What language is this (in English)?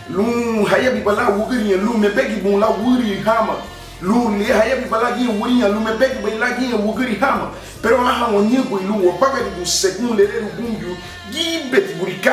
Garifuna